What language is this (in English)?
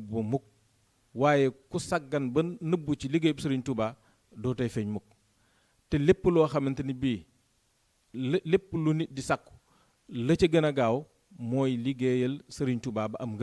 Wolof